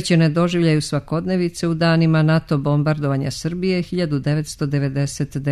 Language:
Serbian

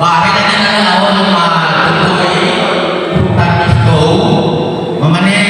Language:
Nias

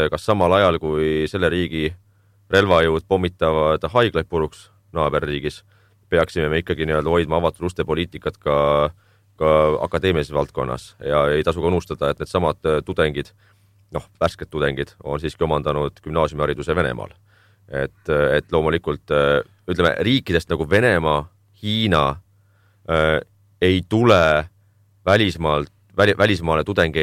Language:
Estonian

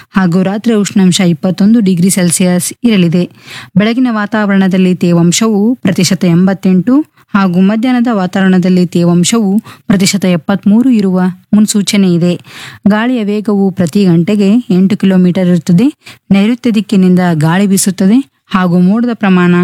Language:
Kannada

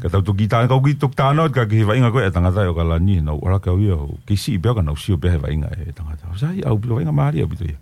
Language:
Tongan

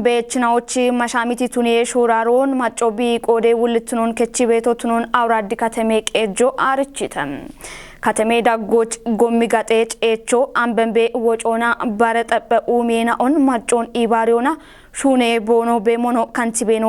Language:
Kafa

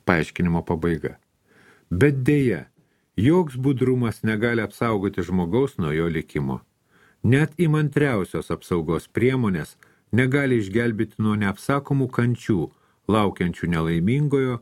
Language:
Lithuanian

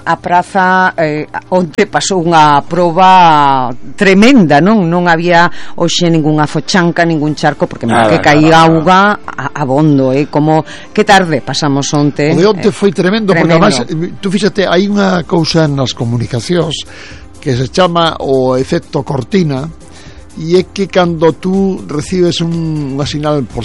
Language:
Galician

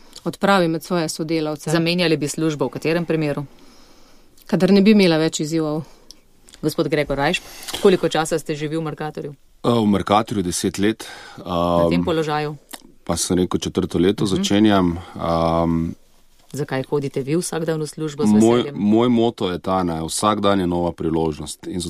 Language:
Slovenian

